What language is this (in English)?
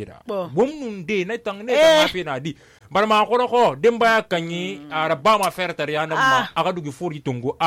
Susu